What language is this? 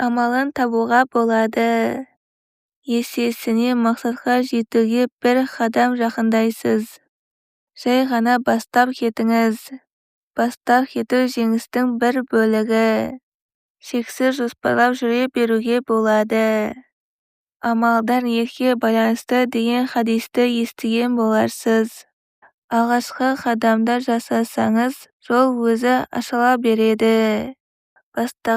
Kazakh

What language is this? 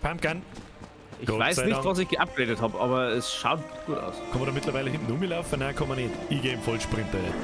Bavarian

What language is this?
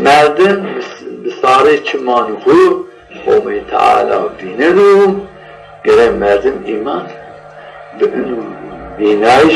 Zaza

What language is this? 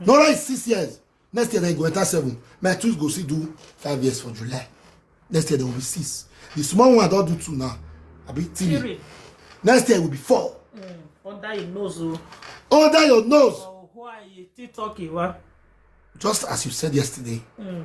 Nigerian Pidgin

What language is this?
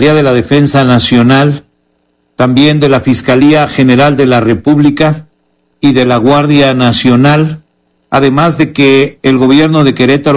Spanish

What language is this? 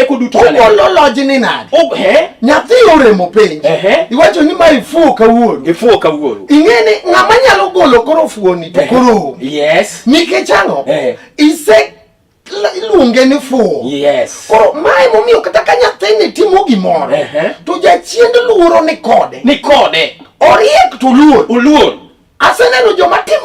Luo (Kenya and Tanzania)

